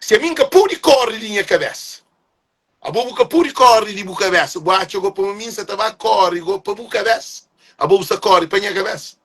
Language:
Kabuverdianu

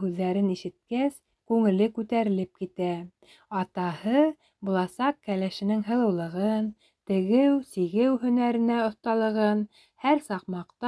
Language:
Bashkir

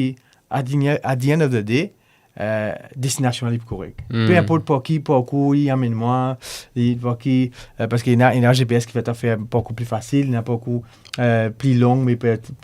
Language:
Morisyen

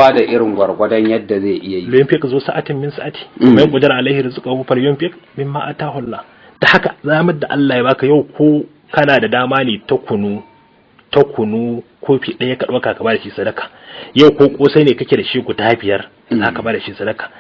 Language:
Hausa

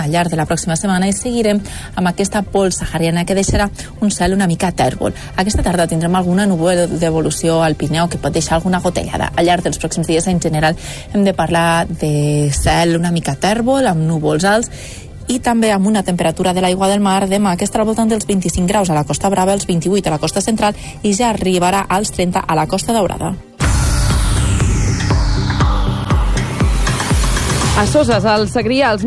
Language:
Catalan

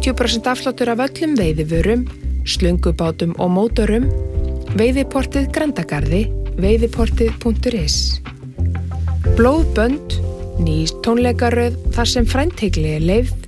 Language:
Icelandic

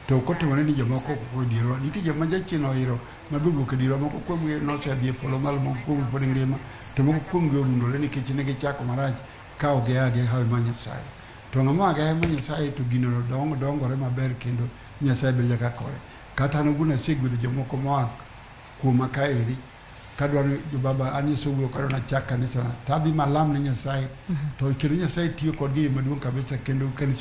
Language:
Luo (Kenya and Tanzania)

